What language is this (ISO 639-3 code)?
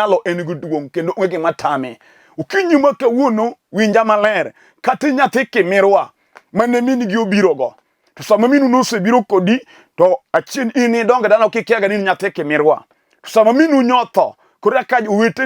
luo